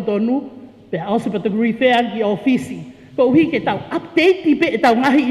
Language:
Tongan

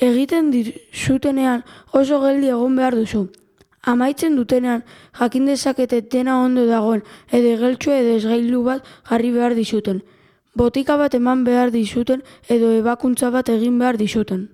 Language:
Basque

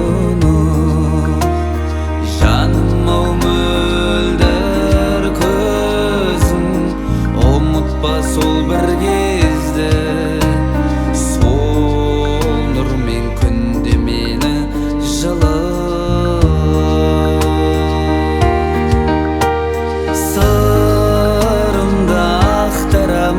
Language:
Kazakh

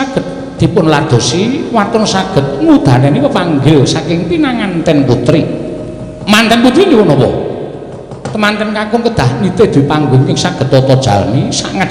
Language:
Javanese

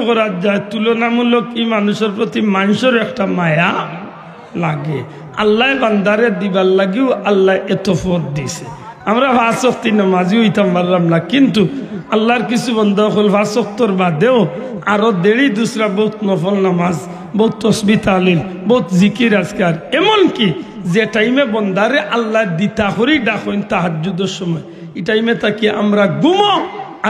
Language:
Sylheti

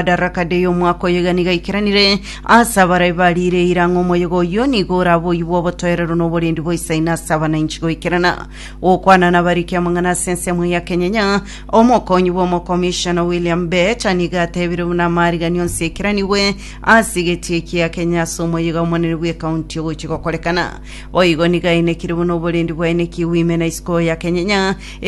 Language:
Gusii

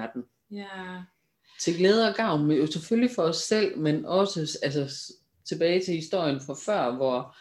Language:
Danish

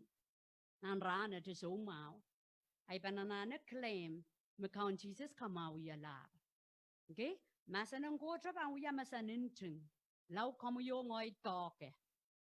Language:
Pohnpeian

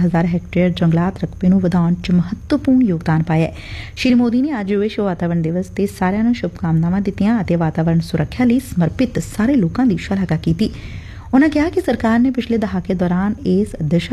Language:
Punjabi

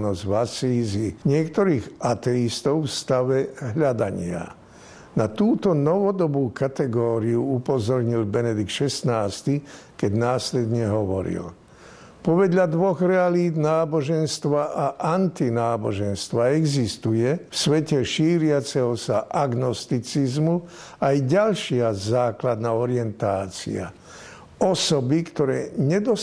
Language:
Slovak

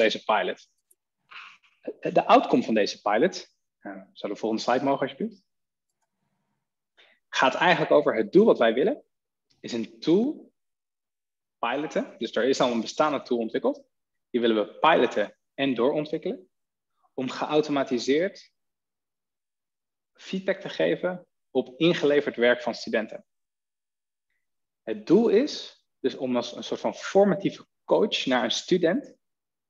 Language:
Dutch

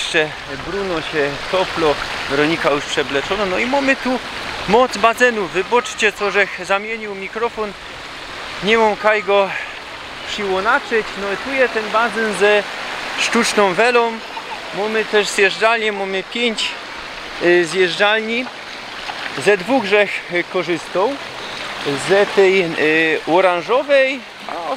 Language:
Silesian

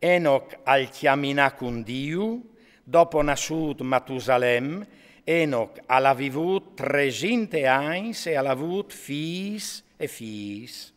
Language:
Friulian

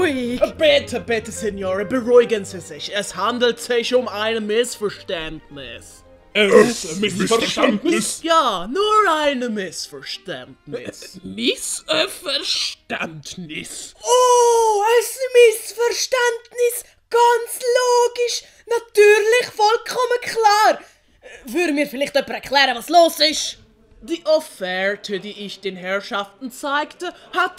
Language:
Swiss German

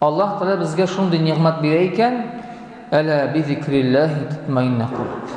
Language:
Tatar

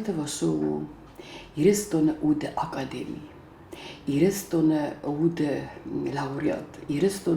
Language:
Ossetic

